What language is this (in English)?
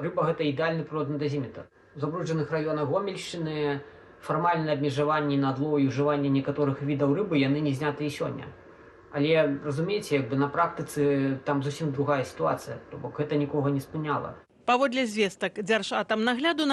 Belarusian